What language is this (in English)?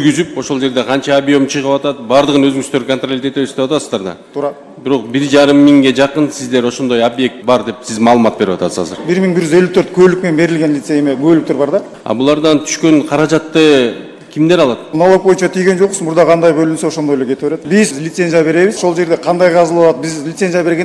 Kyrgyz